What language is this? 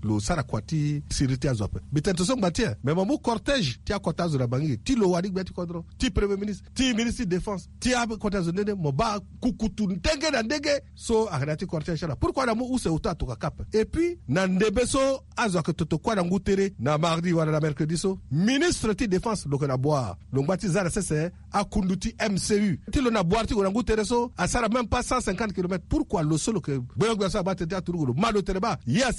Sango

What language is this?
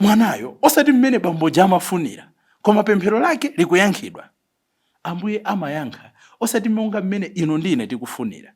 Nyanja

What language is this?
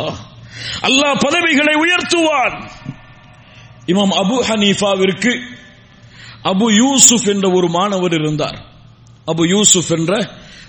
Tamil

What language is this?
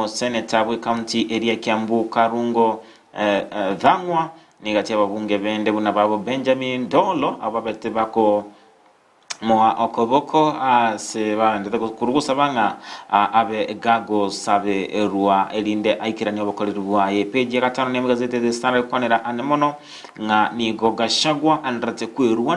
Gusii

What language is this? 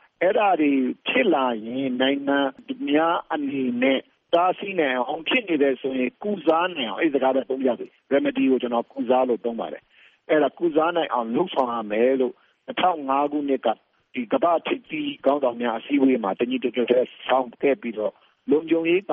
Burmese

